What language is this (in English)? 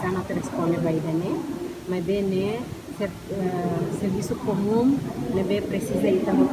Tetum